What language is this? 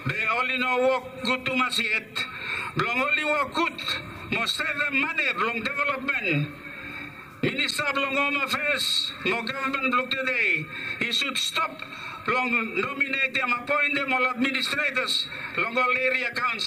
Bislama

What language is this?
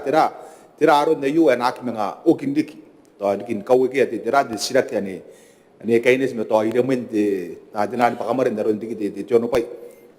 Gilbertese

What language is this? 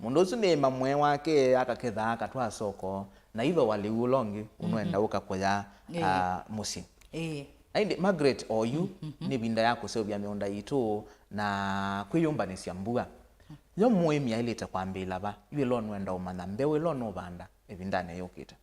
Kamba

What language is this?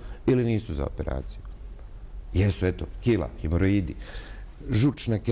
Bosnian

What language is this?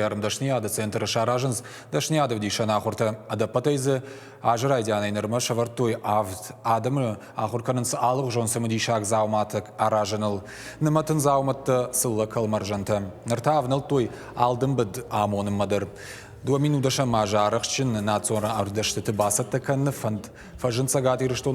Ossetic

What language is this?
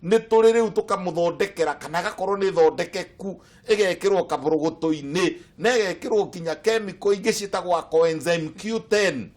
Kikuyu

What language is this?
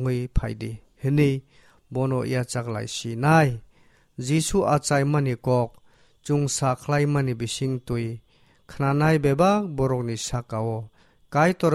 Kok Borok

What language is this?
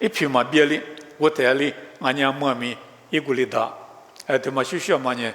Lisu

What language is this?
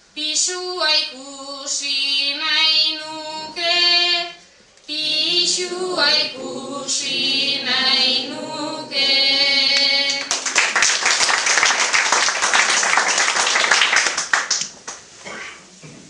Basque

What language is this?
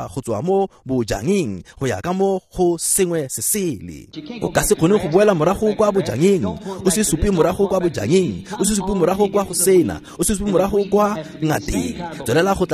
Tswana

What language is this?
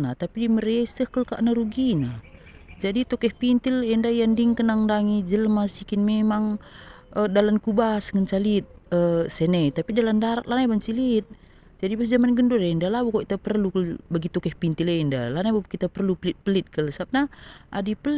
Batak Karo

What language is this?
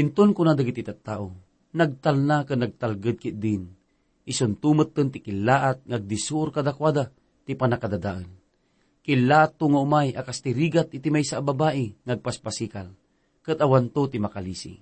Iloko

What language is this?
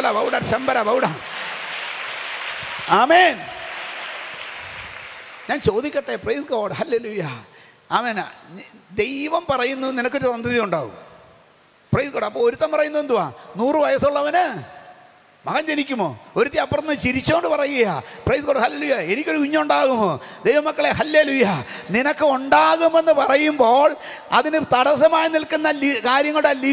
Malayalam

